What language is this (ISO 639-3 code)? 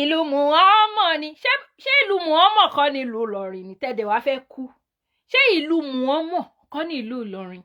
yor